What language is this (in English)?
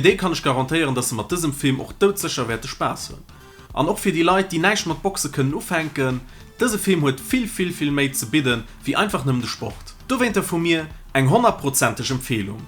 Luxembourgish